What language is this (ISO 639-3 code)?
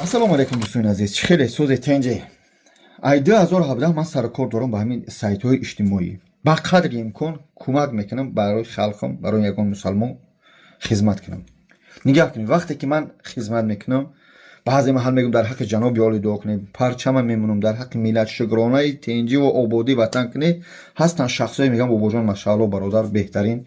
tgk